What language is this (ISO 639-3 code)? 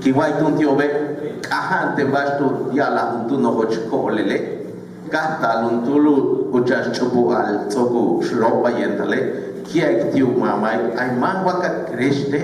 yua